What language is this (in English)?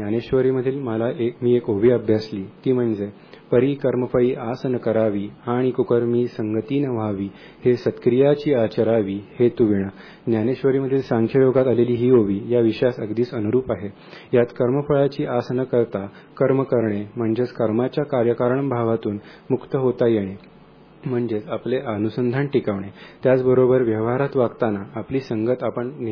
Marathi